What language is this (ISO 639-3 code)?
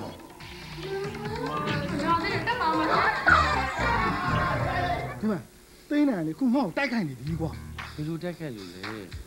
mya